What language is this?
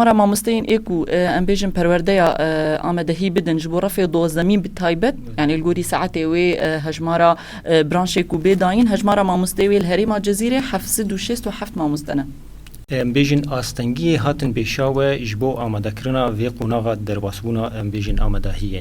Kurdish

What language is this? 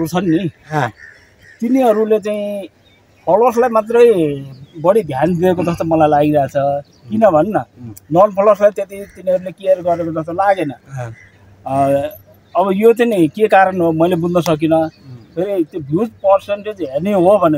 Nepali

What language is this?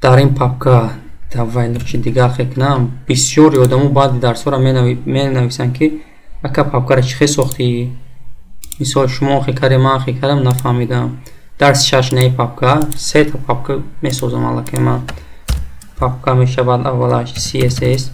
Tajik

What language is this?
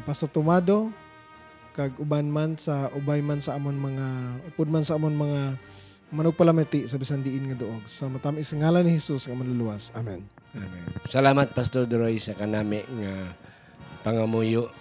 Hiligaynon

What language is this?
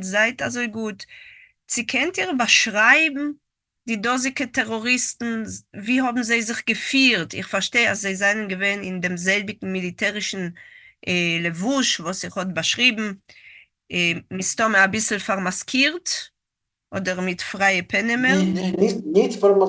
Yiddish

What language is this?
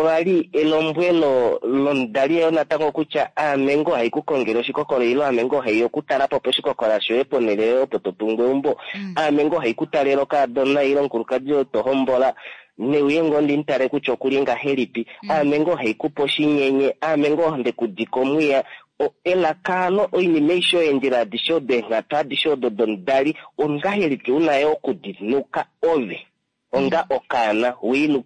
Kuanyama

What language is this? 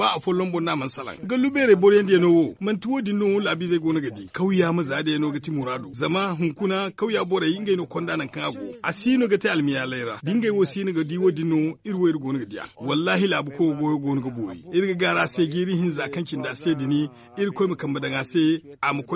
Zarma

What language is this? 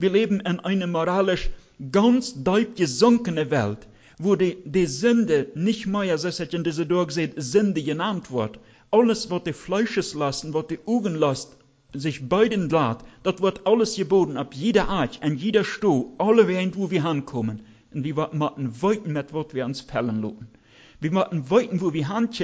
German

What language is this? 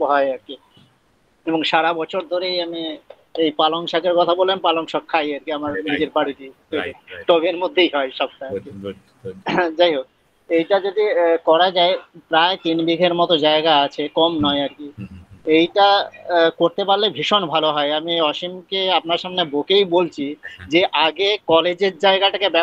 Bangla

